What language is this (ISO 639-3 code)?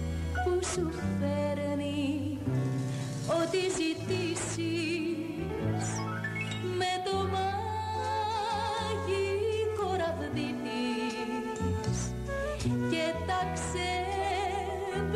ell